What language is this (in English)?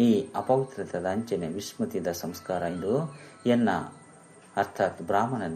Tulu